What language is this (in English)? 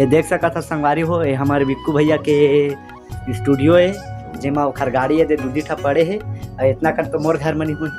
Chhattisgarhi